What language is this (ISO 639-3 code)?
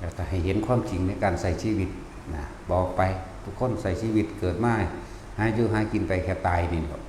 tts